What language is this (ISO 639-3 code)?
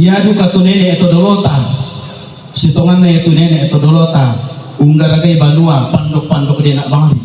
sda